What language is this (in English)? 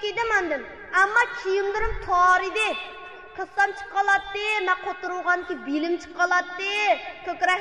Uyghur